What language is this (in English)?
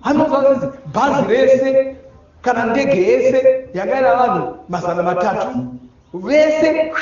Shona